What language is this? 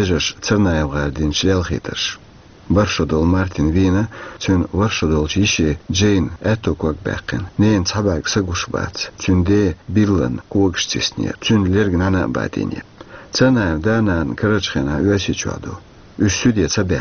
Chechen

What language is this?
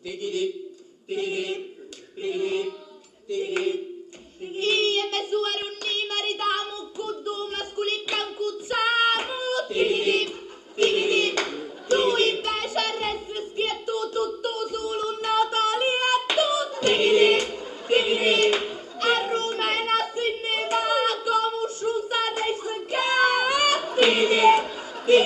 Sicilian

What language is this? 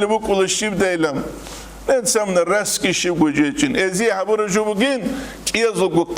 Avaric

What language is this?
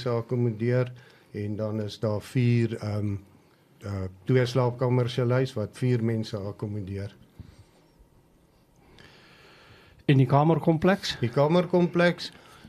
Afrikaans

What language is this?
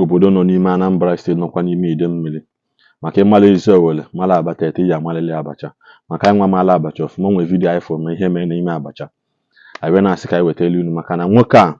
Igbo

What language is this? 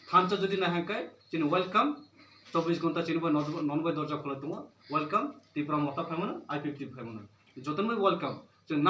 Kok Borok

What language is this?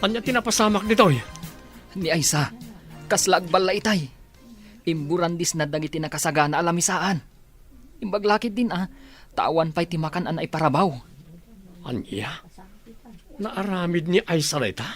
Iloko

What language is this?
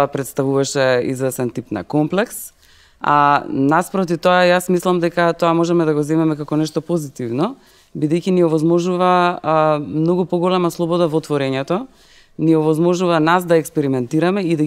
Macedonian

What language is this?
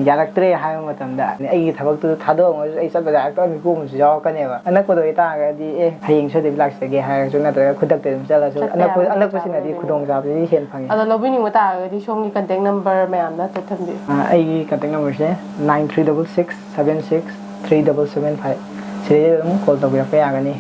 Manipuri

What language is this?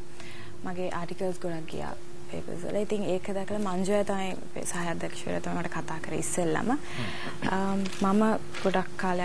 Sinhala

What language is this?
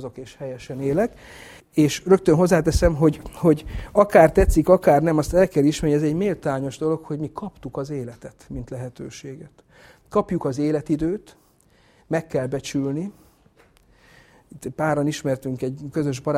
Hungarian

